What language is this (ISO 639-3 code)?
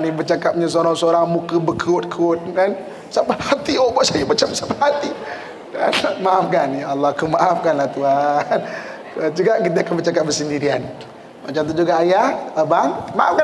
msa